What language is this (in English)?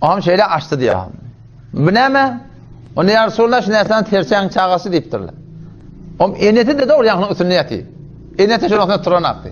Turkmen